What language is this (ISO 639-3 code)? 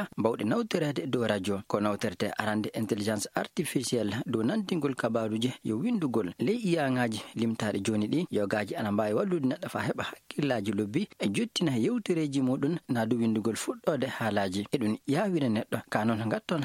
ful